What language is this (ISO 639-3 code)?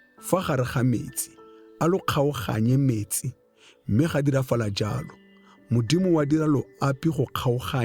tsn